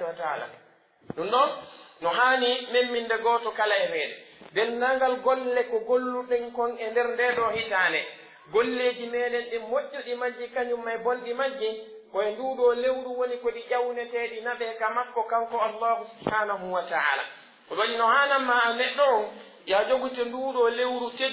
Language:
Pular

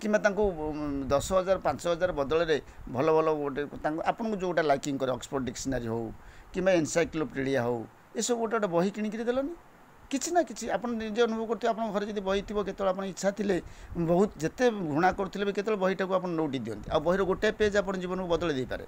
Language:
Odia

